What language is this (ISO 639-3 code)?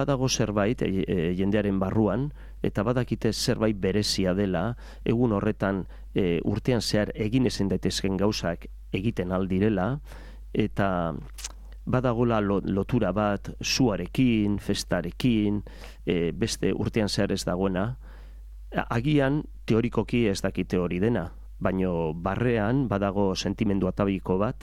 eus